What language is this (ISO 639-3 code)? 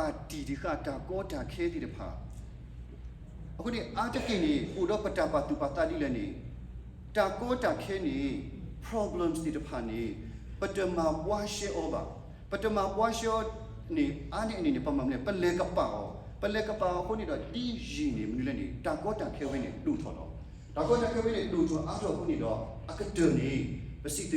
ksw